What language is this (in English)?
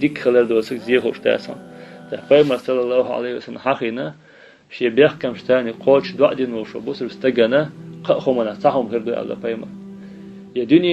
Chechen